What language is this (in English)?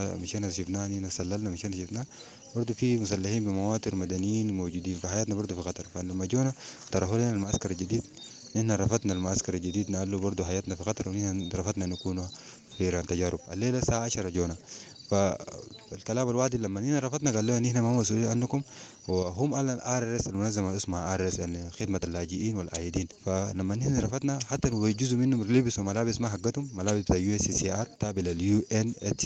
Sudanese Arabic